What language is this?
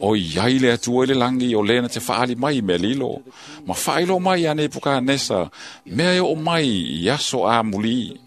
Samoan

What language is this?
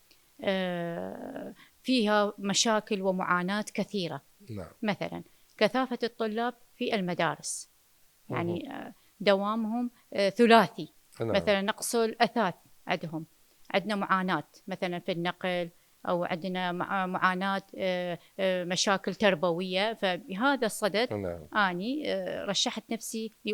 Mesopotamian Arabic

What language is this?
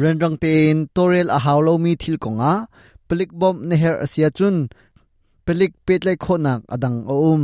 Hakha Chin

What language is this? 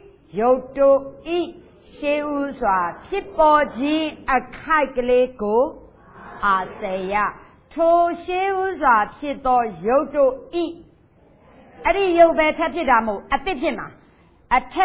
Burmese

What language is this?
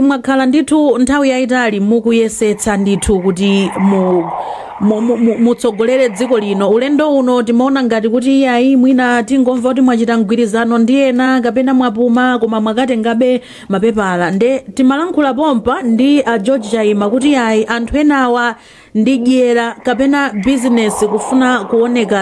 Nyanja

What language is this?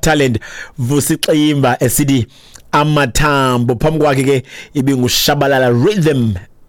Xhosa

